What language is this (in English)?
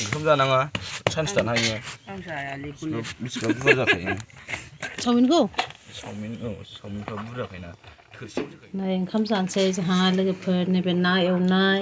Bodo